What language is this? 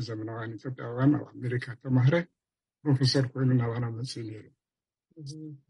Tigrinya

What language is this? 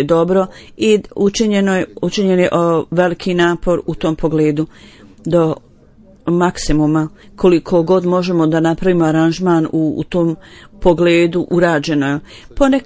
Bosnian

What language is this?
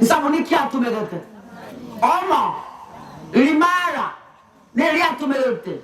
Gusii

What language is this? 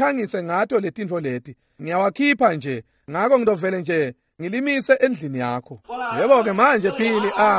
Swati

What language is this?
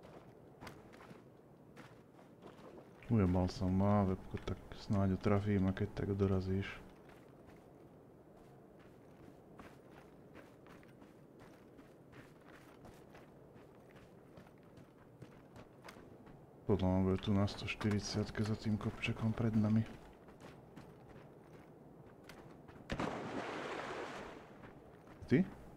Slovak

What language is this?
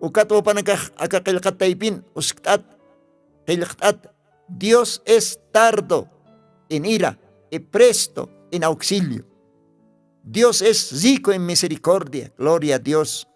Aymara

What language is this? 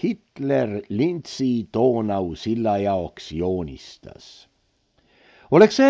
Estonian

